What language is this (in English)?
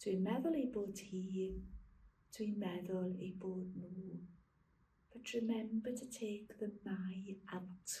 Welsh